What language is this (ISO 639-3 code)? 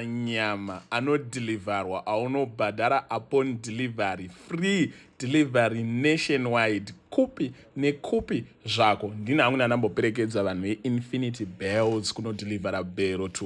sna